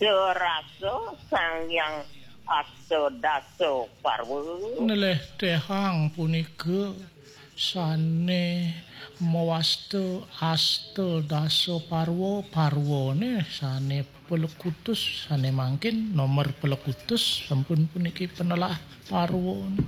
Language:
Balinese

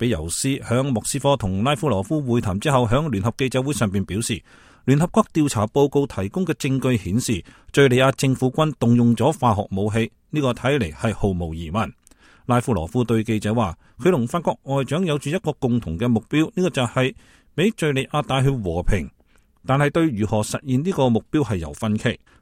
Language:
Cantonese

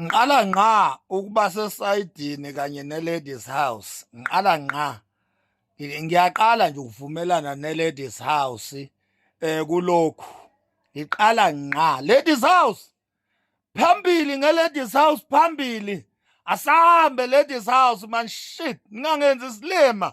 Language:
Zulu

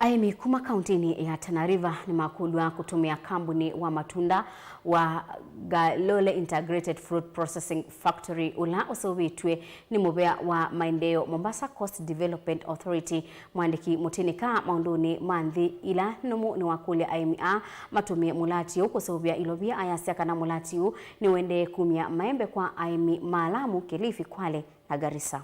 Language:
Kamba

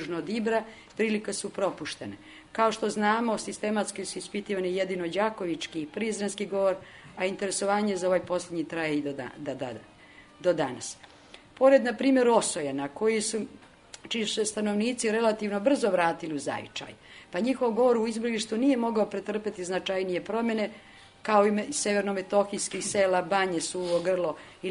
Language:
Serbian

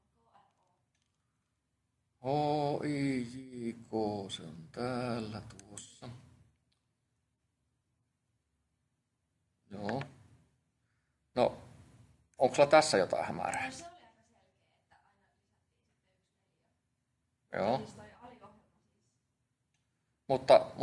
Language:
Finnish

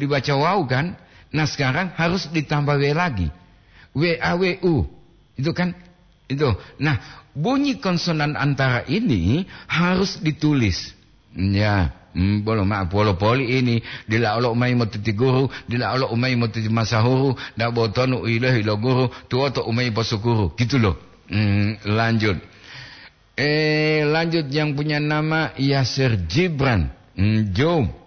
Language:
Gorontalo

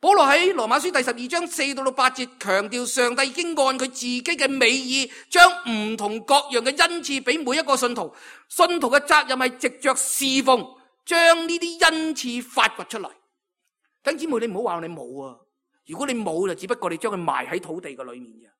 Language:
Cantonese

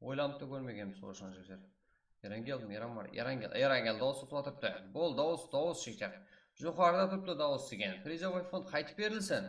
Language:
Kara-Kalpak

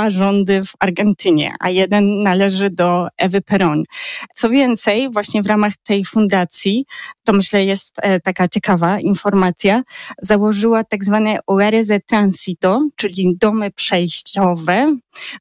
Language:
Polish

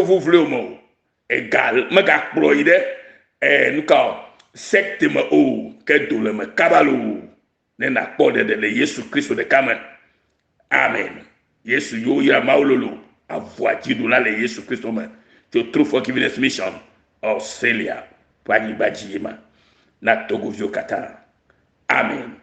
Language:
Ewe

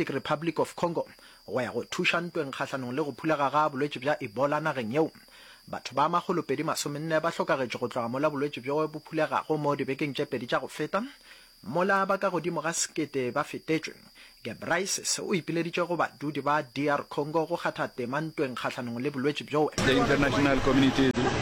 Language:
Northern Sotho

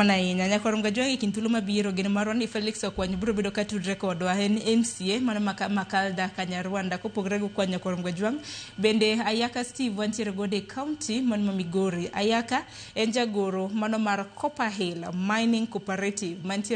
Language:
Luo (Kenya and Tanzania)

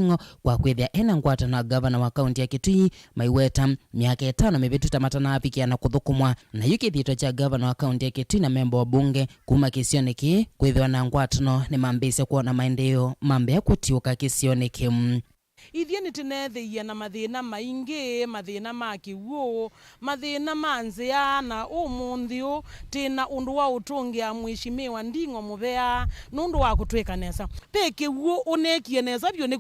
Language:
Kamba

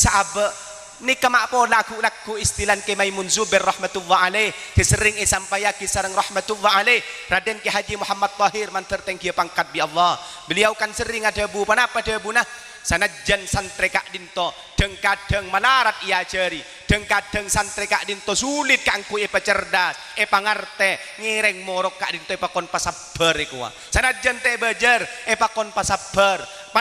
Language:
Madurese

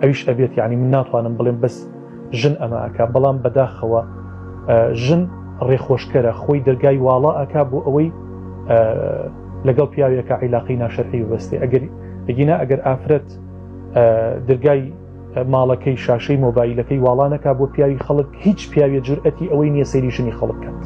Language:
Central Kurdish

